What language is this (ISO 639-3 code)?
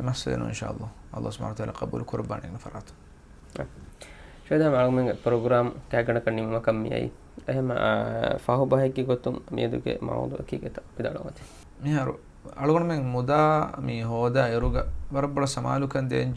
div